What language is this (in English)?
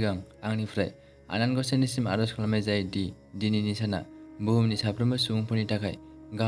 Bodo